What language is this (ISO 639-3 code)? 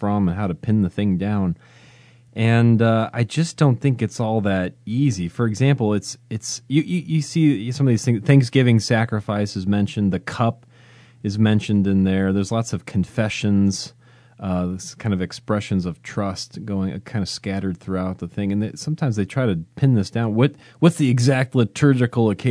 eng